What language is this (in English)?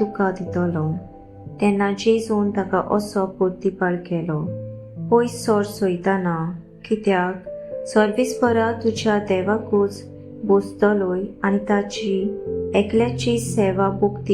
Konkani